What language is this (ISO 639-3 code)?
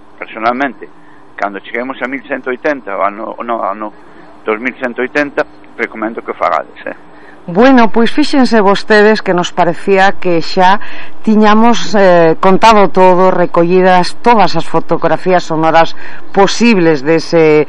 glg